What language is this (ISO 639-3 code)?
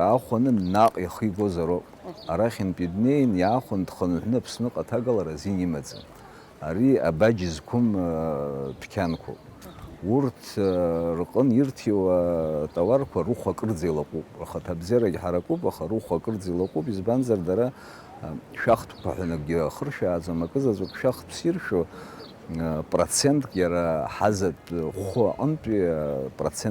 abk